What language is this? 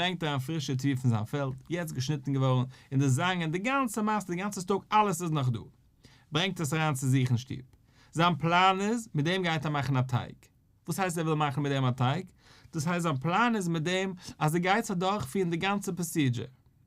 Yiddish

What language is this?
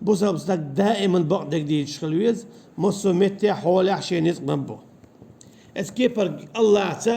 Chechen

